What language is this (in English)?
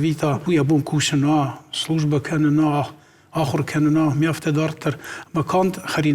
Ossetic